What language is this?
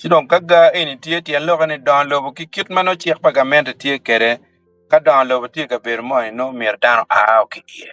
Acoli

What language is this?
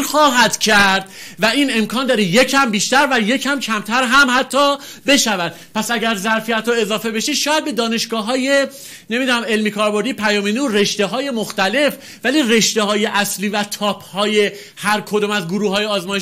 Persian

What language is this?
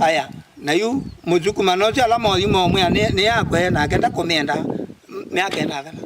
Kamba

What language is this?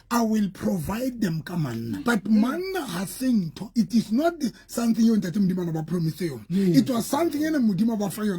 Southern Sotho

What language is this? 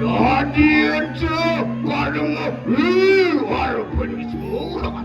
Balinese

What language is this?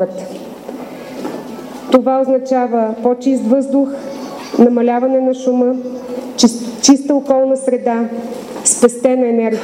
Bulgarian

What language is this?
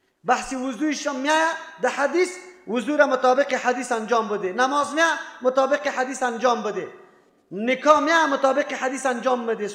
Persian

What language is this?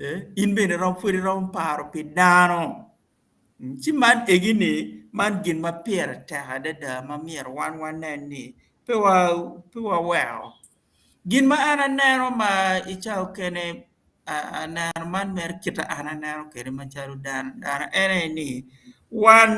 Acoli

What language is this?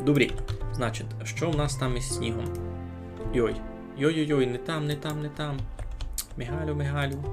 Rusyn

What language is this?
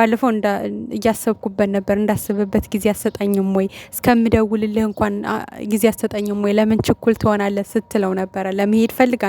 Amharic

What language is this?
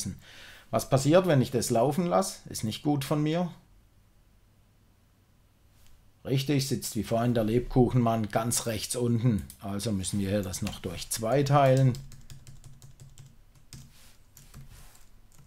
German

